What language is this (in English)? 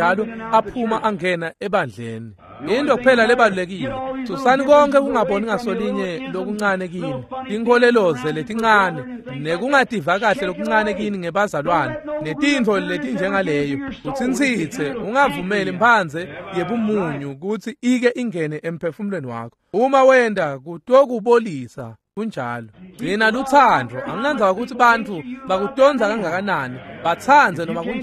Swati